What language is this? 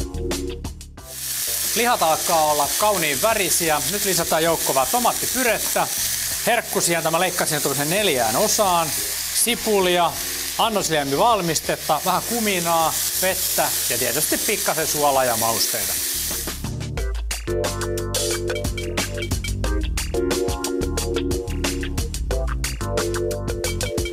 Finnish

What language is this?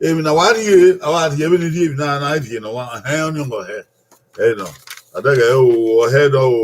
Bini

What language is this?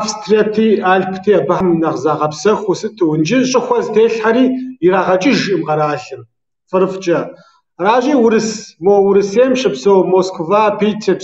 Kabardian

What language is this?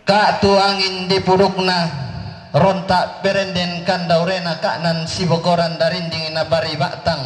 Toraja-Sa'dan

